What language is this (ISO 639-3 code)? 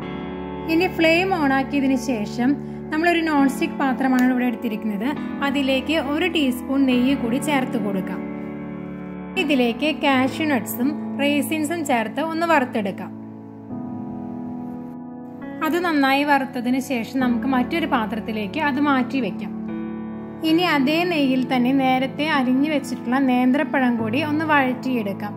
mal